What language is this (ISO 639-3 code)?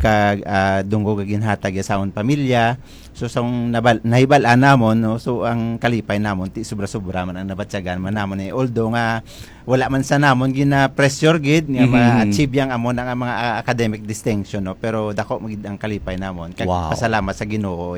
hil